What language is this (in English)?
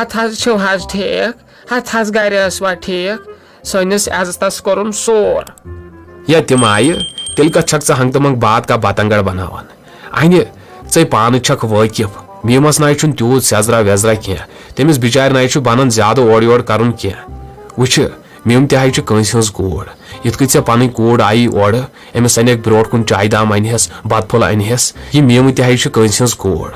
Kashmiri